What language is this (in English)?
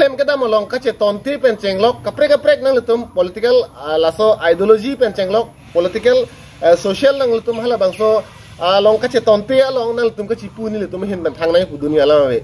Karbi